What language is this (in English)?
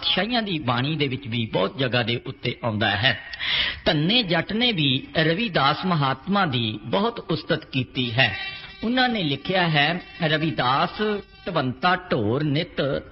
Punjabi